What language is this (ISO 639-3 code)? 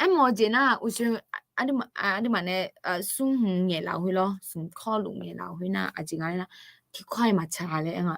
ahk